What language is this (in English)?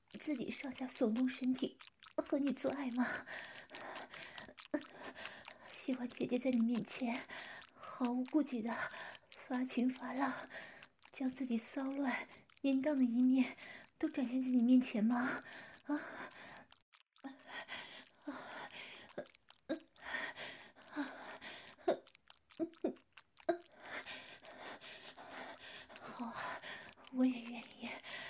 Chinese